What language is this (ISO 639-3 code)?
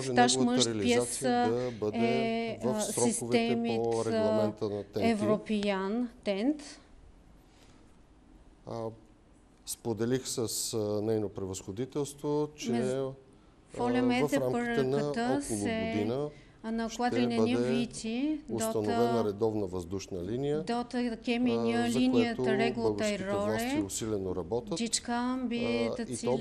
bul